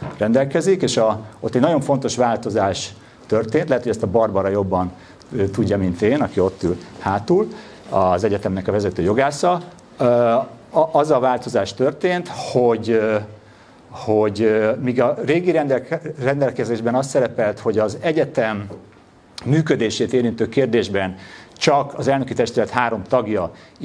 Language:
Hungarian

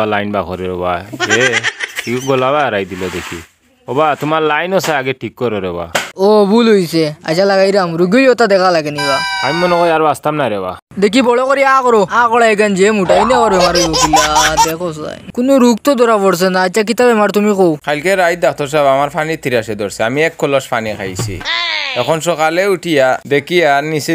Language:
Sylheti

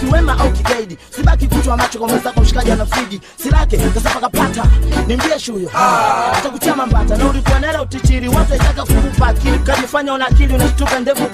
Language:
Swahili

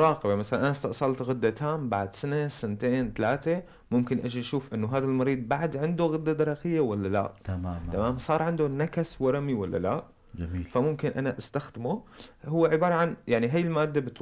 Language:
North Levantine Arabic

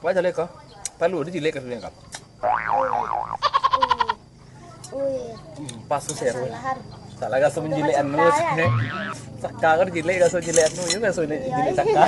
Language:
Minangkabau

